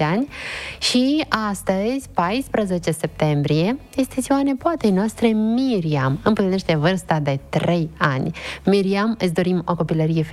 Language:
Romanian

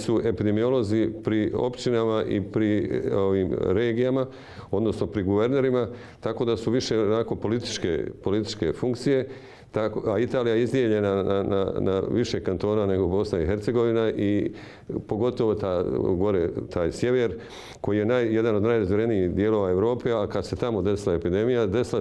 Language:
Bosnian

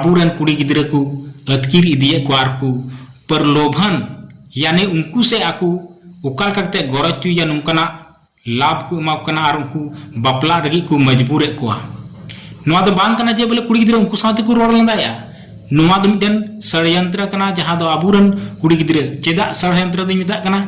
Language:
Santali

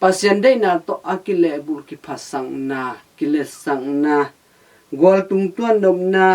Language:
Tedim Chin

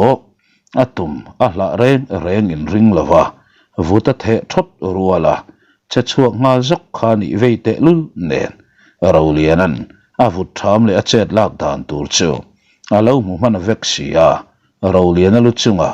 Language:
Mizo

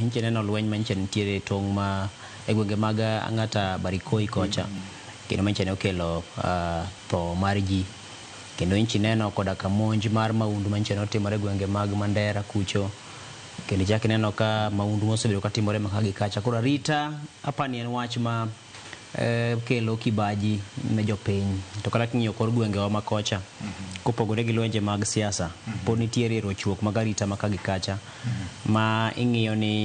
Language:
Luo (Kenya and Tanzania)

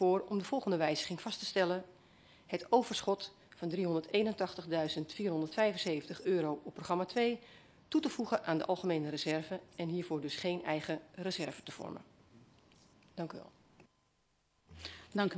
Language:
Dutch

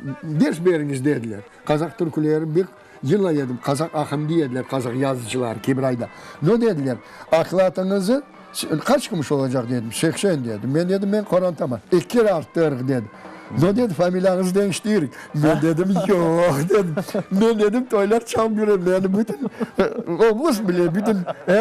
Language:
Crimean Tatar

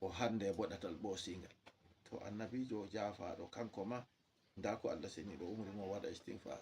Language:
Fula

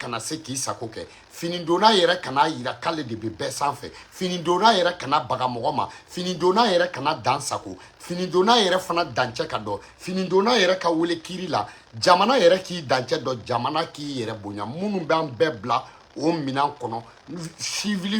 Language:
Bambara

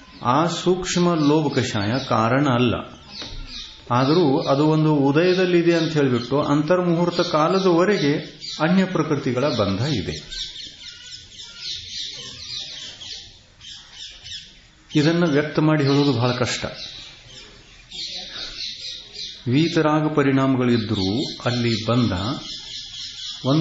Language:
Kannada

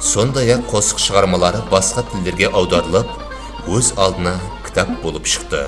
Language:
Kara-Kalpak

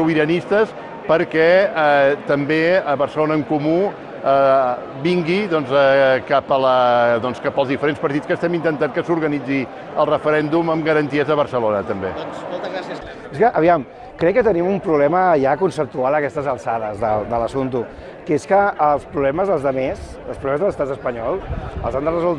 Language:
Catalan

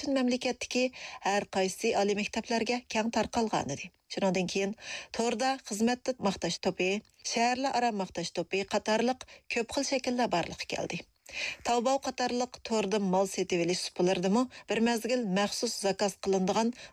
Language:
Uyghur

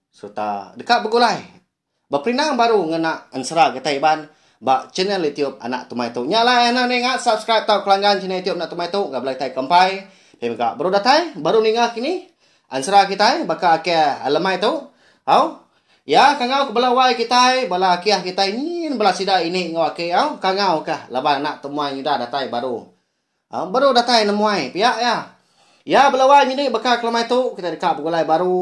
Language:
Iban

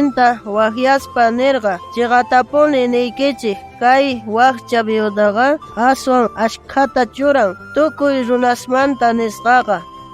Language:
South Bolivian Quechua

